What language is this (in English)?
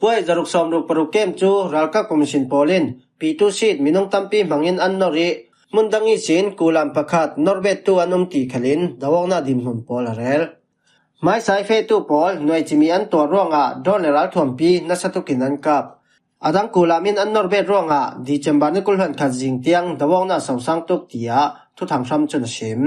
Falam Chin